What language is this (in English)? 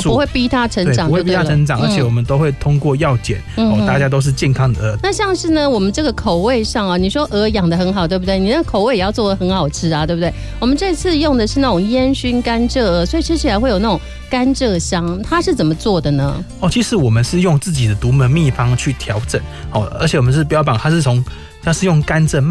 Chinese